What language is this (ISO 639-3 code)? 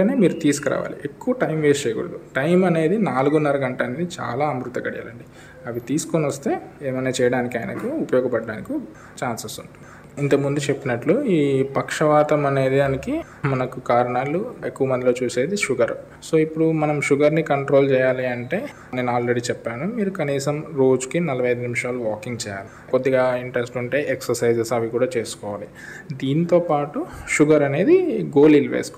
tel